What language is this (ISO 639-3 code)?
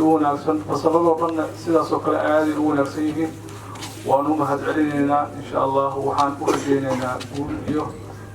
som